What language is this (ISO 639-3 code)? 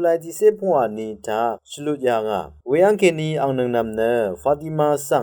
raw